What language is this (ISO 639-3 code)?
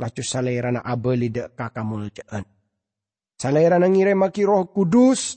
mad